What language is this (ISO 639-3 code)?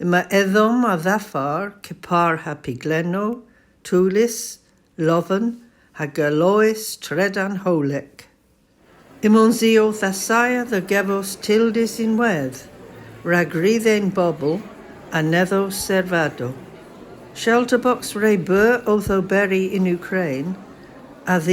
cor